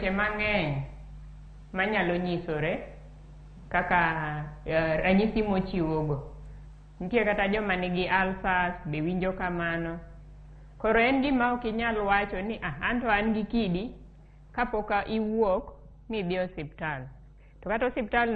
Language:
Luo (Kenya and Tanzania)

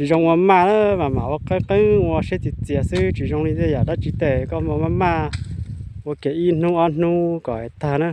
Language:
Hmong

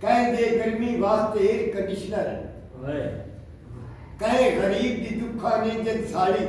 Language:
Saraiki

